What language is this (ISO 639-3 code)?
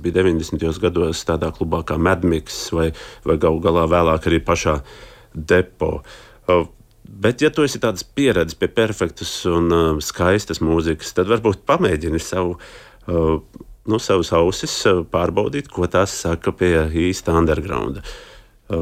lav